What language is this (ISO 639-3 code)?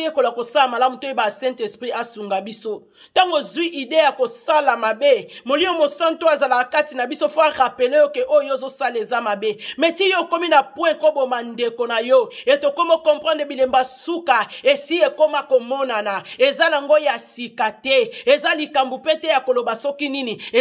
lin